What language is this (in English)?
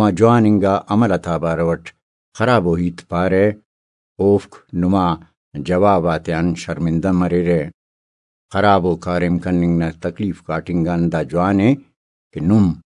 Brahui